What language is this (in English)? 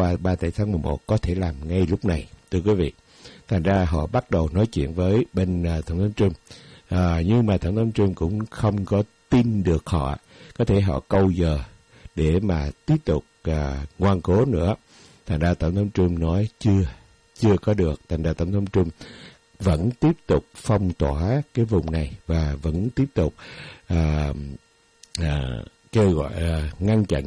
Vietnamese